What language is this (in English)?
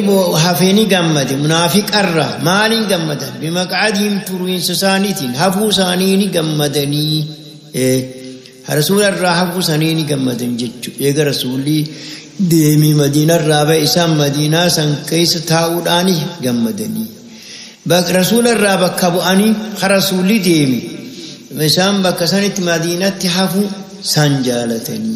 Oromo